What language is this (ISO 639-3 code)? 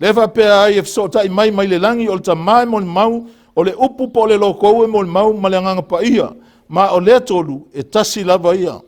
smo